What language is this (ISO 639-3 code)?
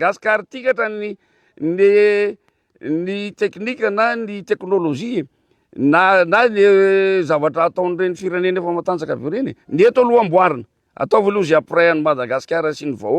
mlg